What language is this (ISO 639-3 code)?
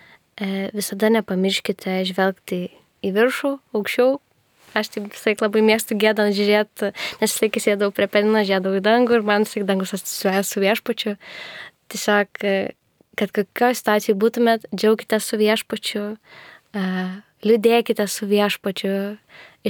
lit